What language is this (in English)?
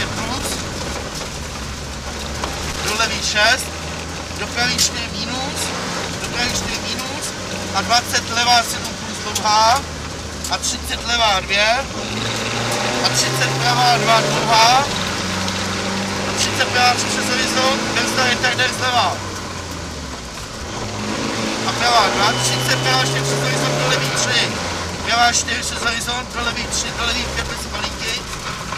Czech